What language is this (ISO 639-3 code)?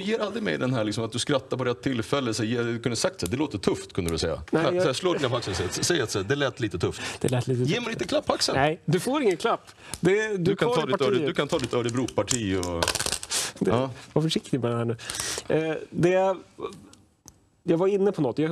swe